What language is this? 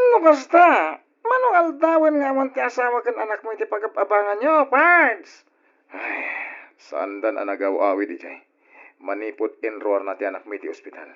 Iloko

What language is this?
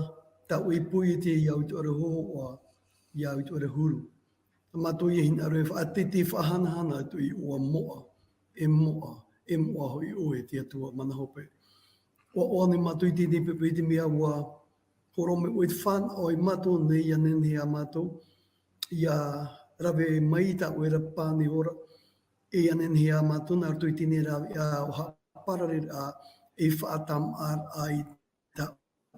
Tahitian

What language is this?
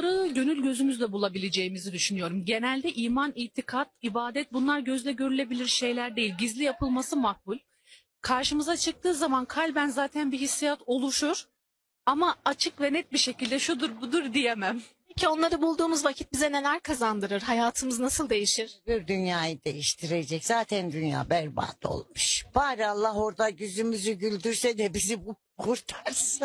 Turkish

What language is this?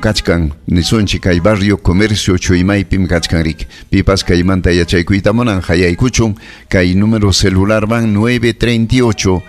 Ayacucho Quechua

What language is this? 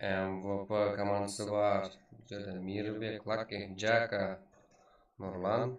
Kara-Kalpak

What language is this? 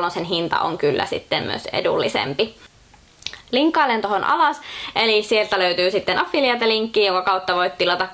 Finnish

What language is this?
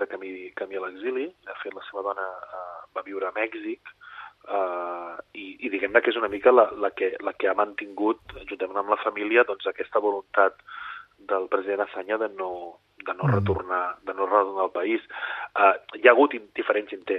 Catalan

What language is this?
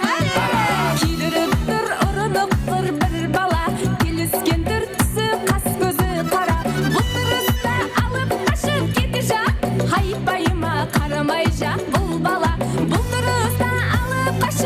Kara-Kalpak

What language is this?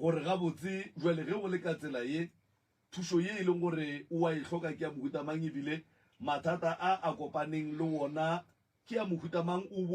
Northern Sotho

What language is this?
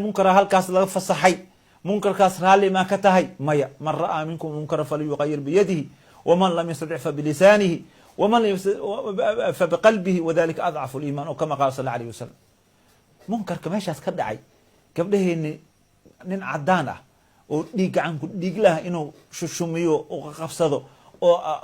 Somali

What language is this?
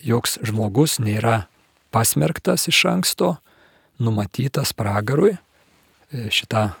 Lithuanian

